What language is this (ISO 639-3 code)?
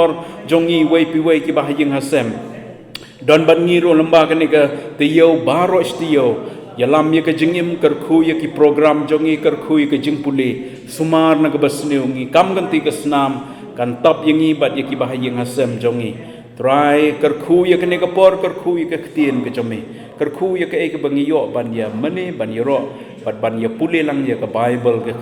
kha